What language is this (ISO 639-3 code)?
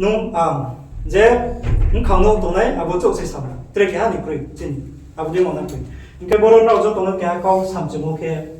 ria